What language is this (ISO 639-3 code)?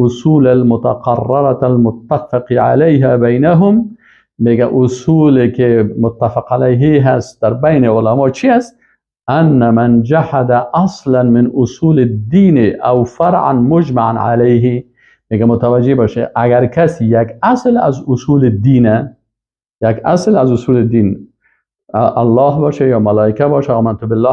fas